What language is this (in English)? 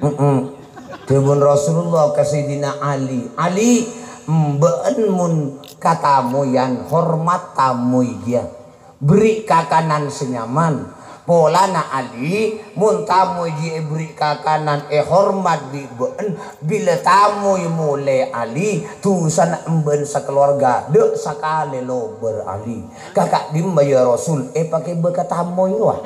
Madurese